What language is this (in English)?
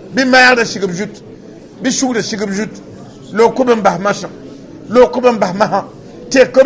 Mossi